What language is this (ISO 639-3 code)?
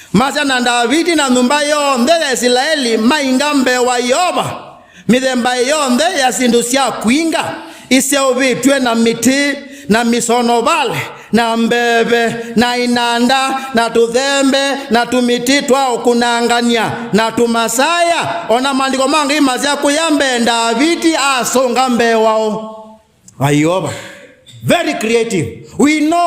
kam